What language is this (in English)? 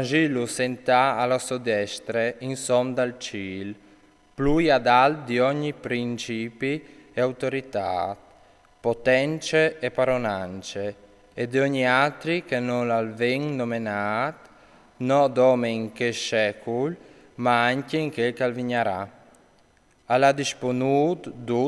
Friulian